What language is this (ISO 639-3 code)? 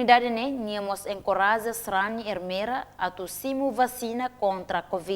tet